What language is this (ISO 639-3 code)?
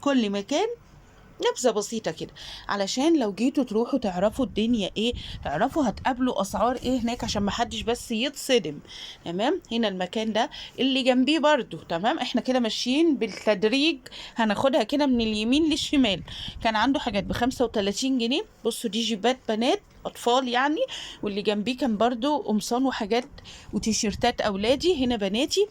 arz